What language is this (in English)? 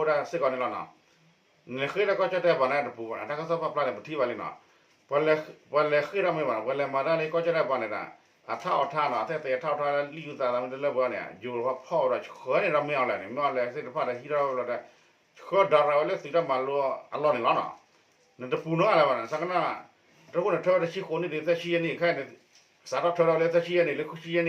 S'gaw Karen